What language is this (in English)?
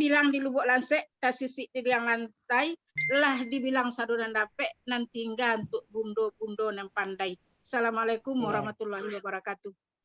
Minangkabau